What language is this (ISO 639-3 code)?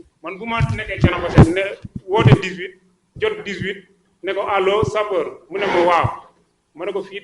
wol